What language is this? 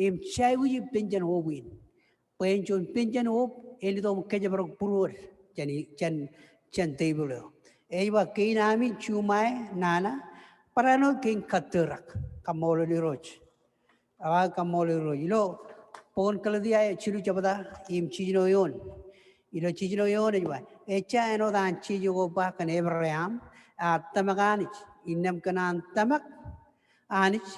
Marshallese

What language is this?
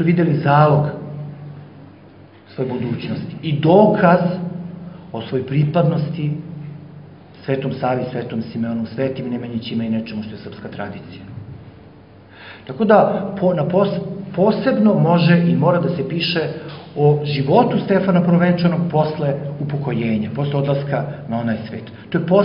Serbian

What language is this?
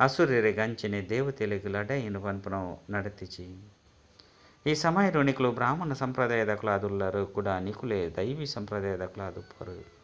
Tulu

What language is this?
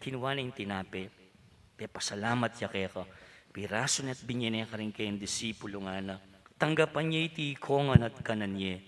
Pampanga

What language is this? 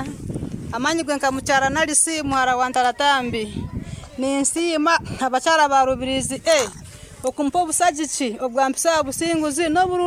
Nyankole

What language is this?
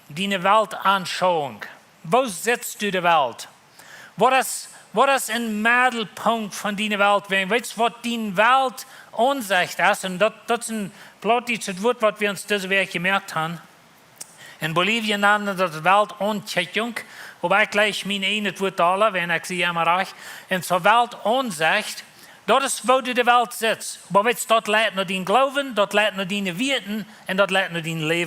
Plautdietsch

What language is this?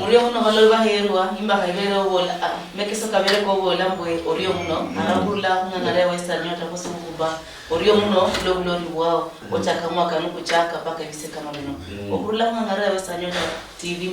Luyia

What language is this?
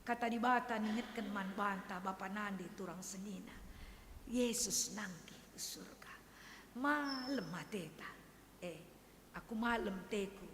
Batak Karo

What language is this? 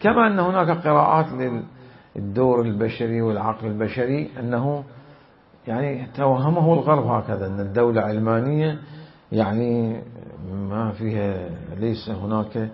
Mesopotamian Arabic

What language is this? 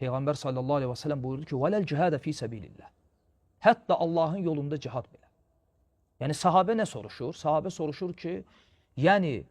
Azerbaijani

